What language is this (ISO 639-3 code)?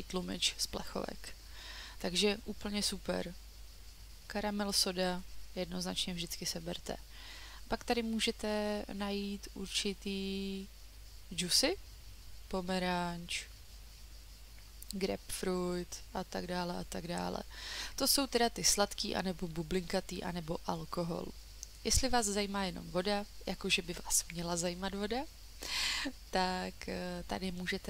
ces